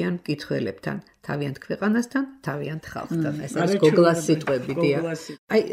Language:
Georgian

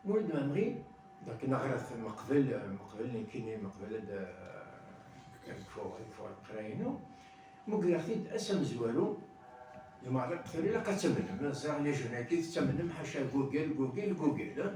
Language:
Kabyle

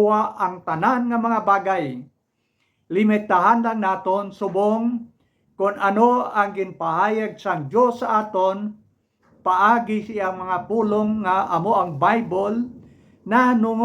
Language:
Hiligaynon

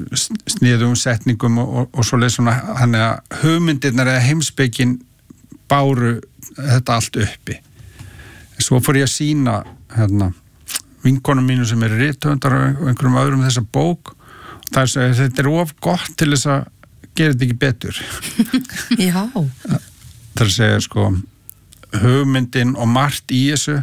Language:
Icelandic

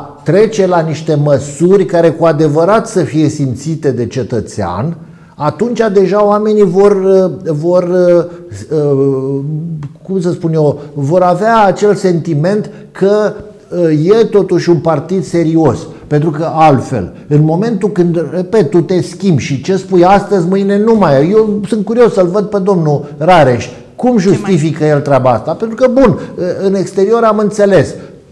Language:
Romanian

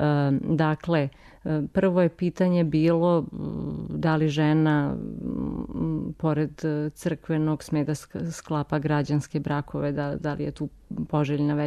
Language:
Serbian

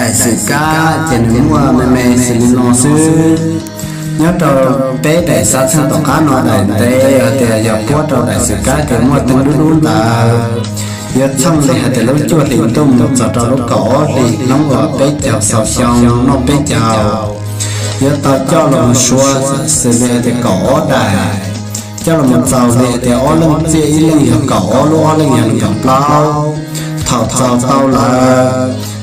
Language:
Hmong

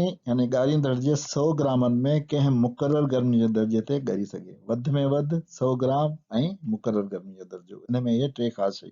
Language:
Sindhi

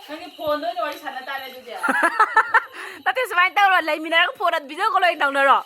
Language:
Manipuri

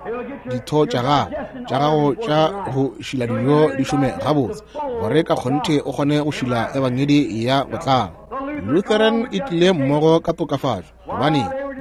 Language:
Northern Sotho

